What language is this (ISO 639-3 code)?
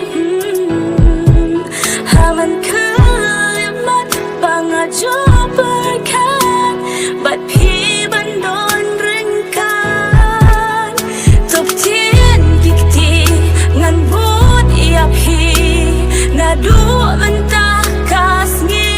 kha